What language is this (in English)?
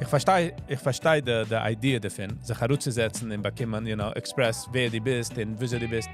Yiddish